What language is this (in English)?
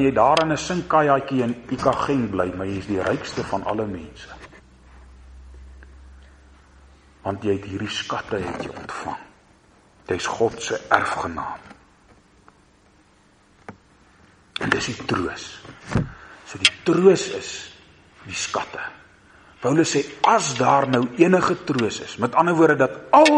Afrikaans